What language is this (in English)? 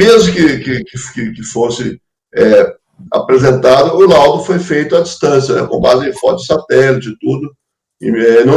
Portuguese